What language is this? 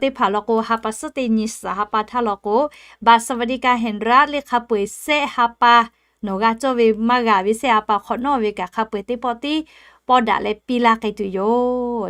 Lahu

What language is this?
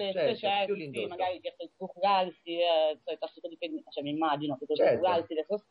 Italian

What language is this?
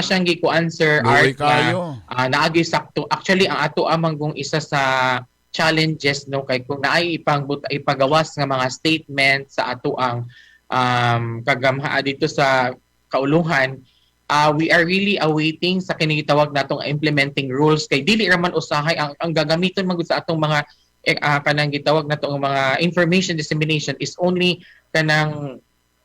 Cebuano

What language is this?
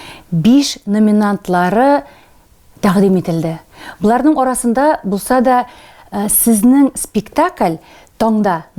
Tatar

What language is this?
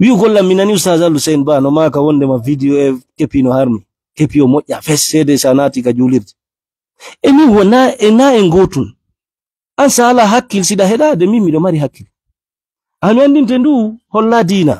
Fula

